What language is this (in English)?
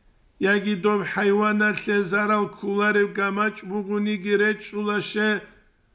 Avaric